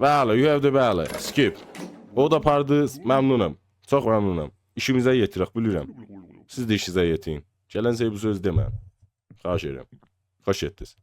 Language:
South Azerbaijani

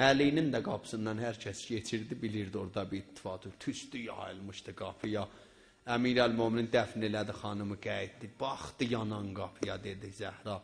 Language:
South Azerbaijani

